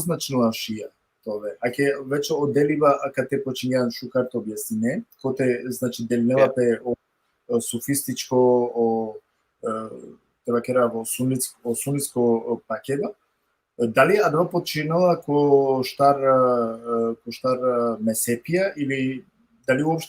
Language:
Balkan Romani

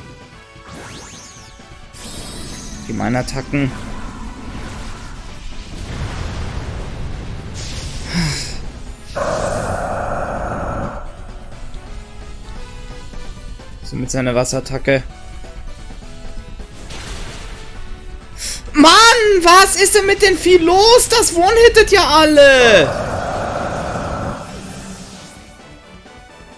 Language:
German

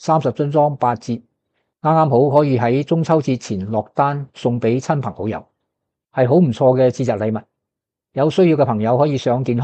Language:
Cantonese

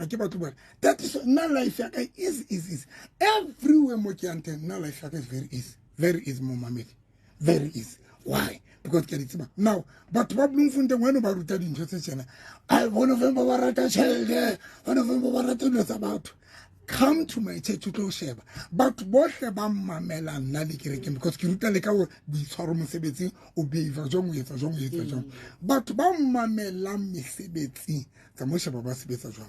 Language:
Southern Sotho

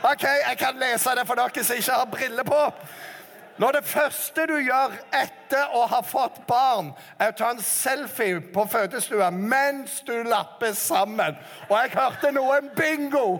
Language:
Norwegian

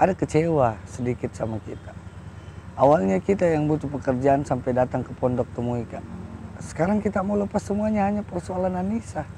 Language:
Makassar Malay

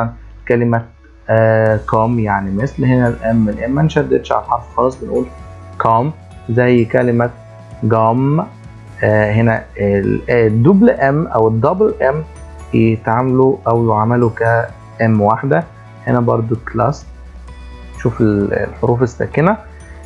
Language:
Egyptian Arabic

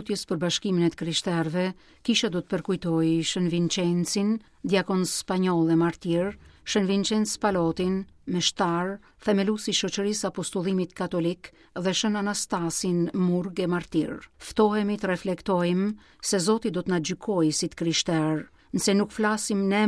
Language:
Albanian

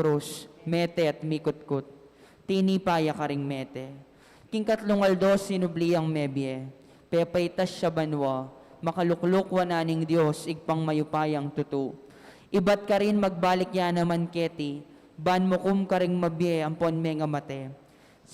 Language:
Pampanga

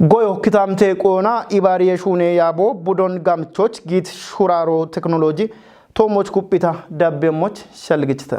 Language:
Kafa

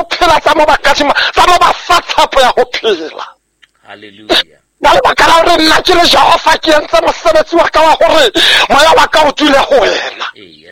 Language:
Southern Sotho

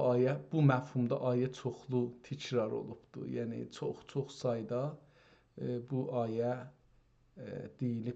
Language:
South Azerbaijani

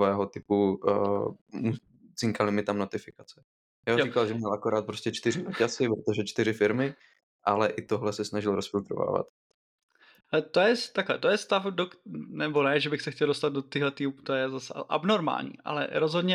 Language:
Czech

